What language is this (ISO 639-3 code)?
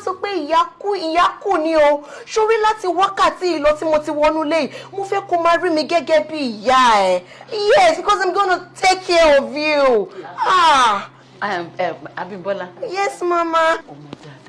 yor